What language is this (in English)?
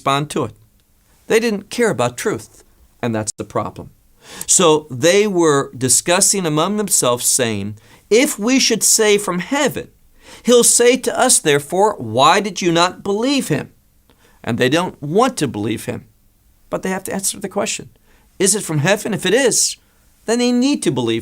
English